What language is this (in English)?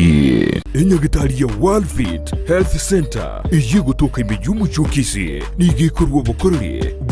Gusii